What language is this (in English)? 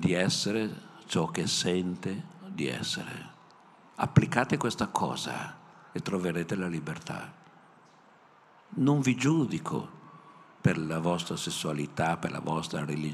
Italian